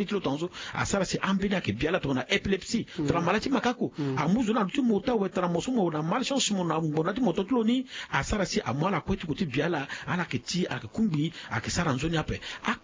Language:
Sango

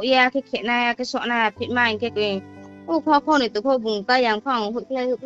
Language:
Riang (India)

